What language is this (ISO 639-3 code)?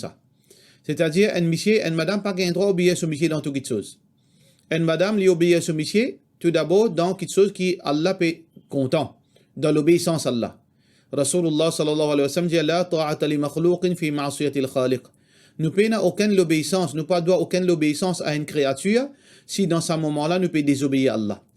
mfe